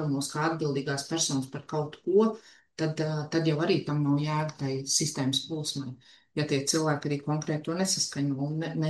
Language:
Latvian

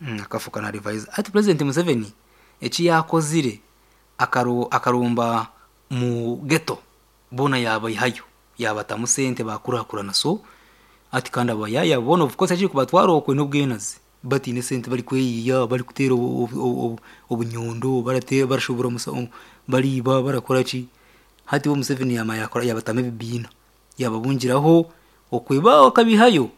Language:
Nyoro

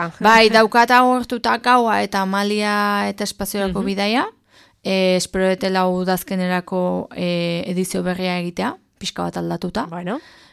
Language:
Basque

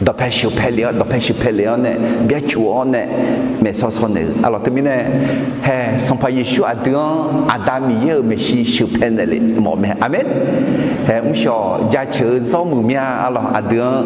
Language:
Akha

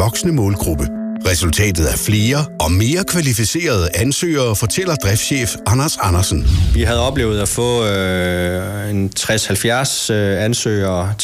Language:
Danish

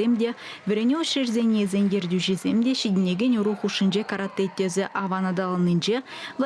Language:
Chuvash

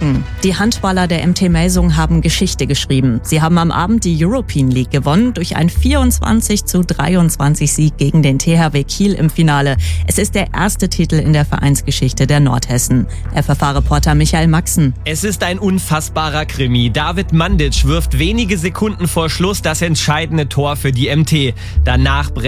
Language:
German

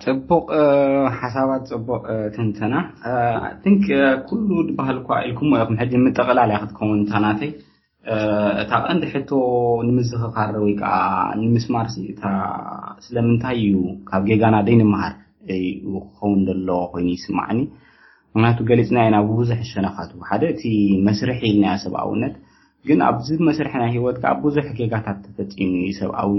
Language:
Tigrinya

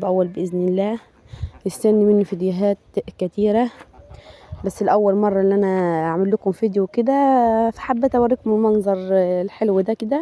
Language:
Egyptian Arabic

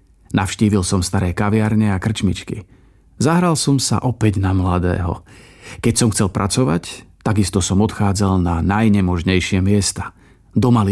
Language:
Slovak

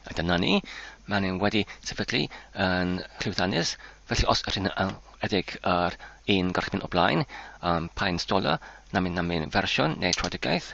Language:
Welsh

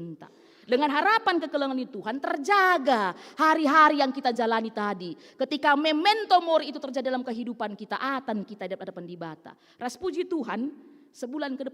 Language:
Batak Karo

